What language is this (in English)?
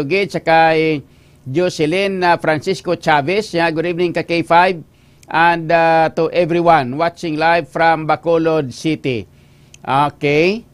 Hiligaynon